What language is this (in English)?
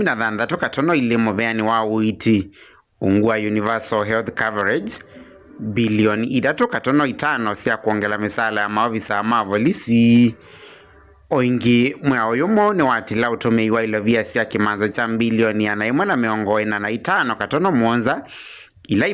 Kamba